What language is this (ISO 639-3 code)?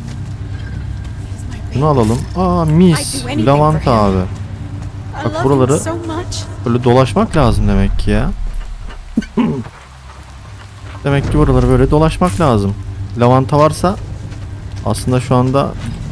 tur